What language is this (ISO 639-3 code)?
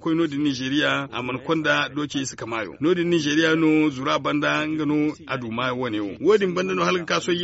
dje